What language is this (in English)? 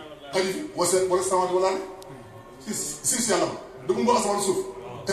Wolof